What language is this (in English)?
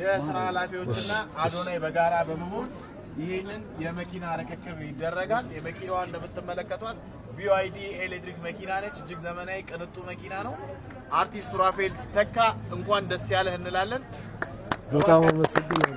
Amharic